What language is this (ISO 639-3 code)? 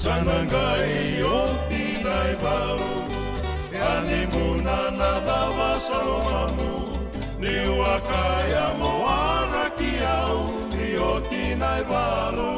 fij